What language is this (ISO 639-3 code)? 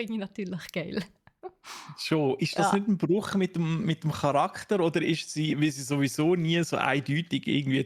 gsw